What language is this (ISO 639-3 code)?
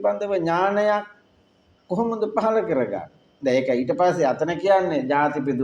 sin